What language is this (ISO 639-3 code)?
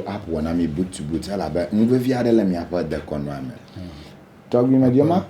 ewe